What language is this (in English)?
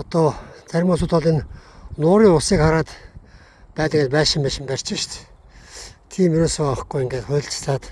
Mongolian